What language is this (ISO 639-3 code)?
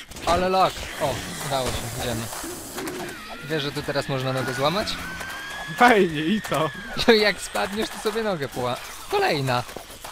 pol